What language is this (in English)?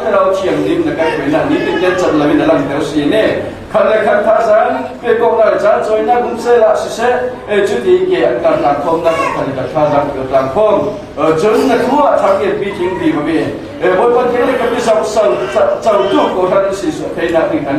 Falam Chin